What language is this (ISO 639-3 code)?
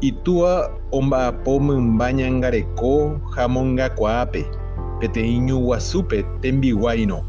grn